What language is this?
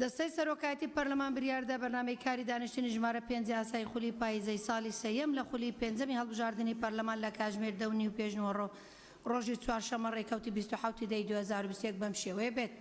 Central Kurdish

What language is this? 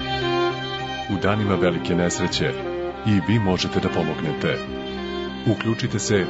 Serbian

